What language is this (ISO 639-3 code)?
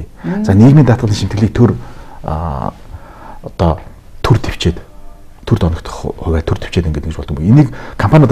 mon